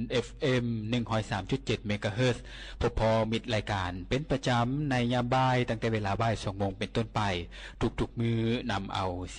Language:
Lao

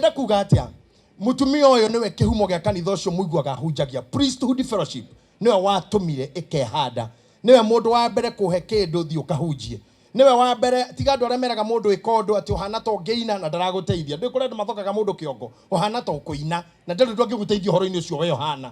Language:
Kikuyu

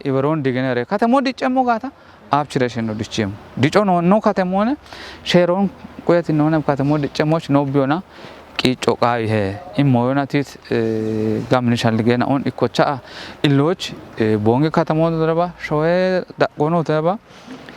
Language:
Kafa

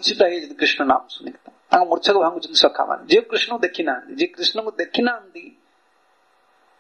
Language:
Odia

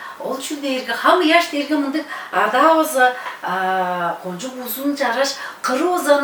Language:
Tuvinian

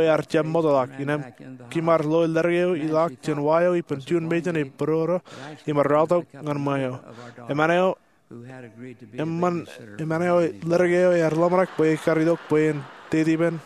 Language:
Marshallese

